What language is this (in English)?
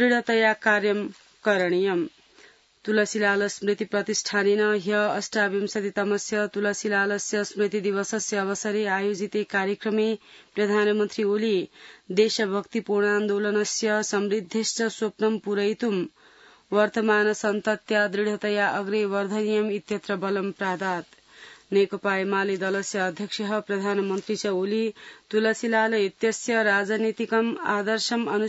Sanskrit